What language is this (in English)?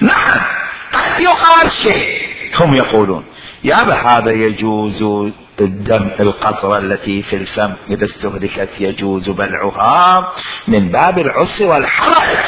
Mesopotamian Arabic